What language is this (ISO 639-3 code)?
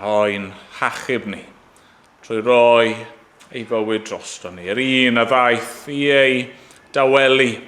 cym